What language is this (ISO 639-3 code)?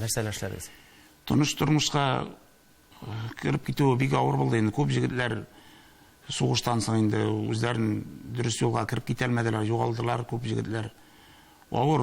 tat